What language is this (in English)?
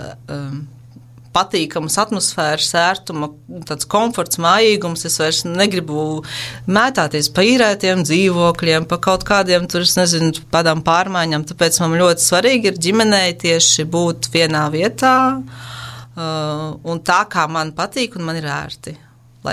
Latvian